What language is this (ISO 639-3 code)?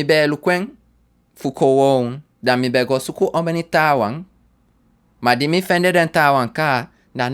srn